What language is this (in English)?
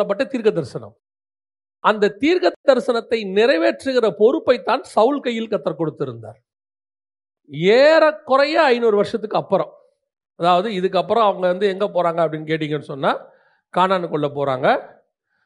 Tamil